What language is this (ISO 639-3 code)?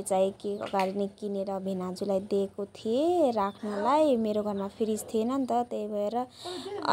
nep